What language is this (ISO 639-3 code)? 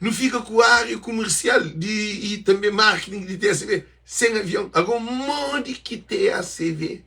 kea